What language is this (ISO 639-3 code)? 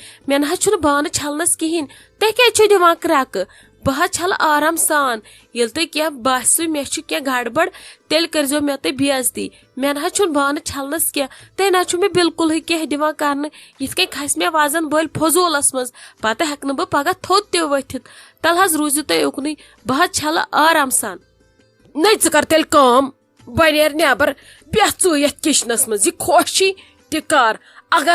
kas